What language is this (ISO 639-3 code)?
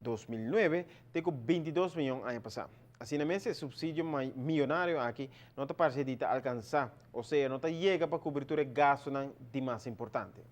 pap